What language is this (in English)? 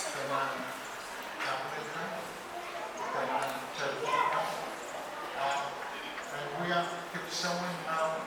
Pohnpeian